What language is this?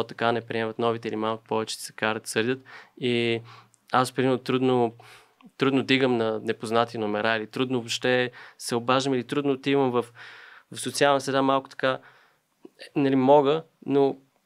Bulgarian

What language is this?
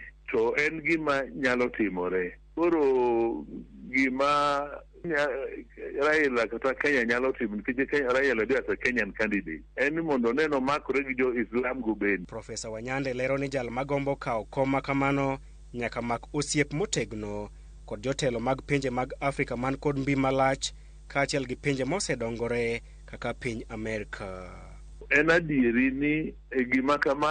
Luo (Kenya and Tanzania)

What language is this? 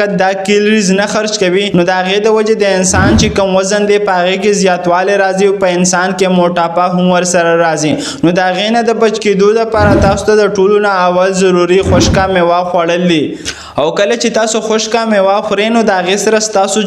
Pashto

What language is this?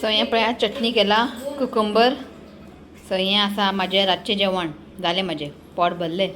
Konkani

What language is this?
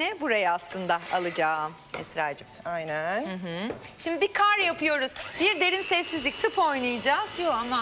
Turkish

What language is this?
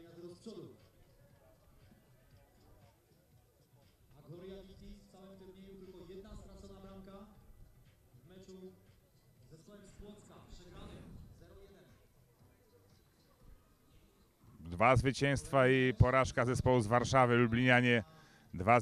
Polish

